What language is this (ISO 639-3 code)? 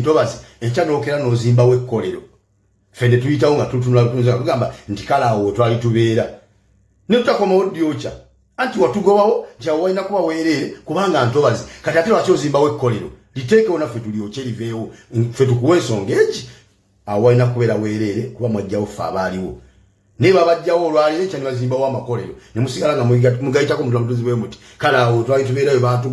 lug